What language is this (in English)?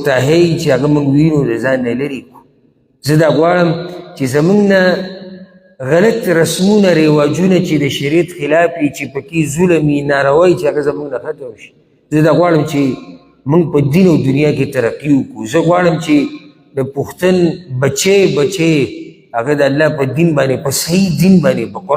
Pashto